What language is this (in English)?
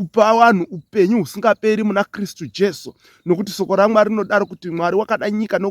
Shona